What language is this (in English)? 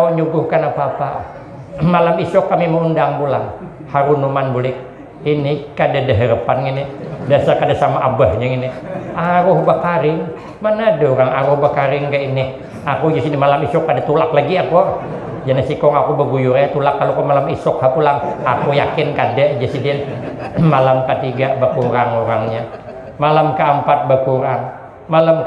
Banjar